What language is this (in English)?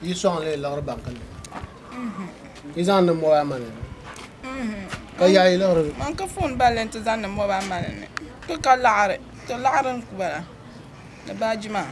Dagbani